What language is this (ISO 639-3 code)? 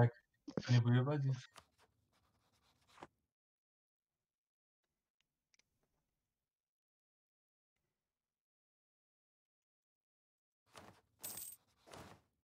ces